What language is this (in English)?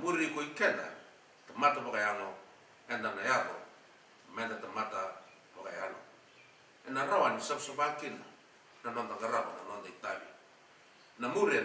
Fijian